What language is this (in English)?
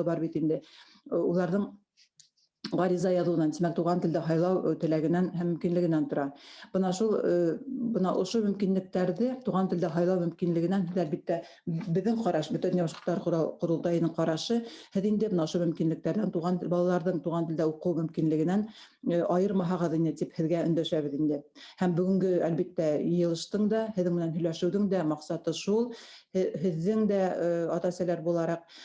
Bashkir